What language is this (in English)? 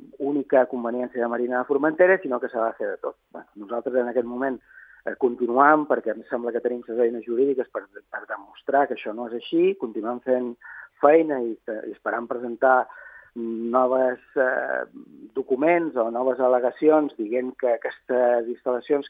Catalan